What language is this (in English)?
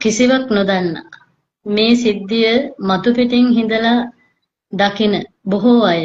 Sinhala